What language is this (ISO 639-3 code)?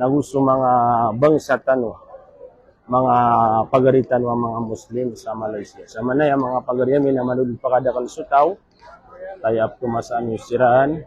mrw